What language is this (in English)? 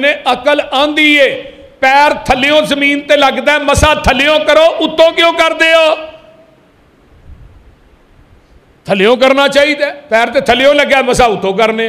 Western Panjabi